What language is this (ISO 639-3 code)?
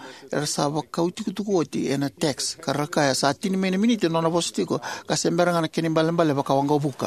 fij